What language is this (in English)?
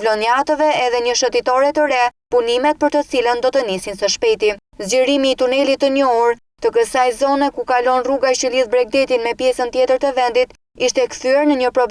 Albanian